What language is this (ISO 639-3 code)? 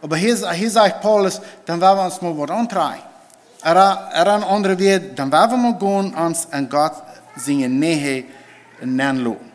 pdt